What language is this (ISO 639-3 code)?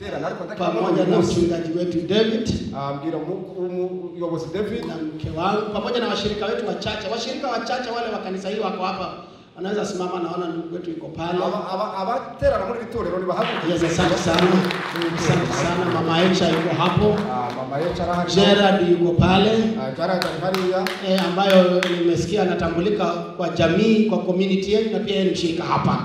swa